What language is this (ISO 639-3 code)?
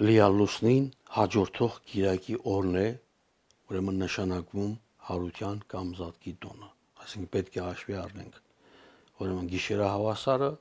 hye